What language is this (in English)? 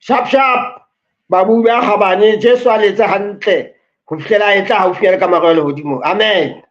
Southern Sotho